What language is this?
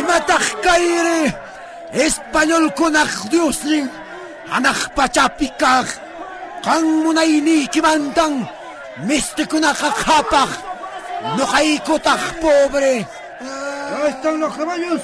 South Bolivian Quechua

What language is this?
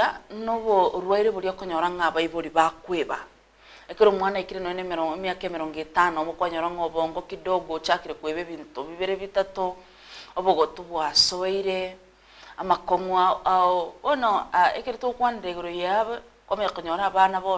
Gusii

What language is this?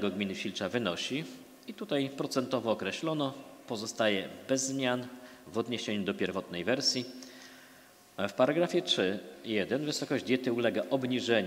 Polish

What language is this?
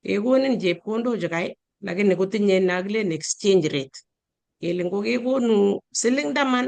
Kalenjin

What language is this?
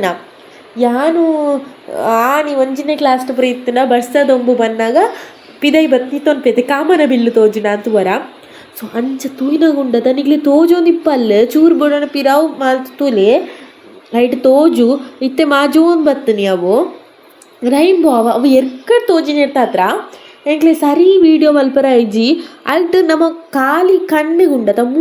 Tulu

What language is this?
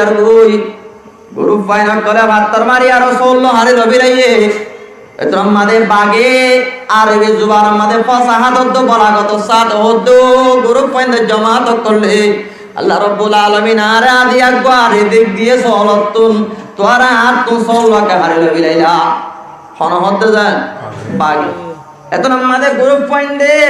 Rohingya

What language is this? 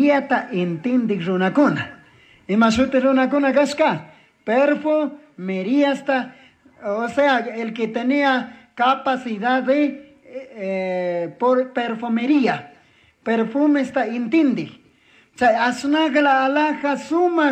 Chimborazo Highland Quichua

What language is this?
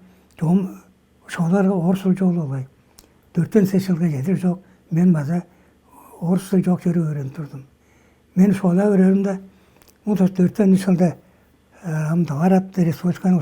Tuvinian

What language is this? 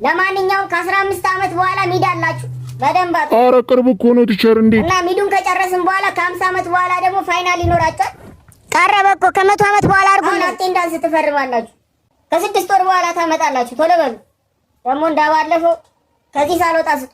Amharic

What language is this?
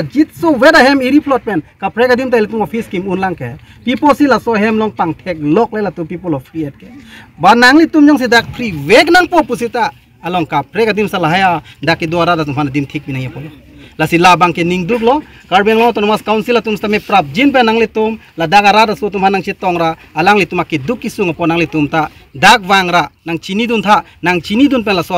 Karbi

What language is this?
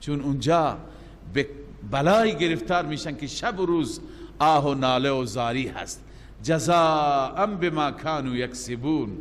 Persian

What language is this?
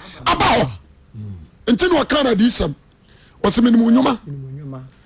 Akan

